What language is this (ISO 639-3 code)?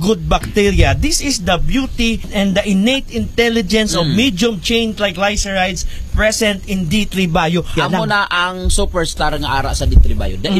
hil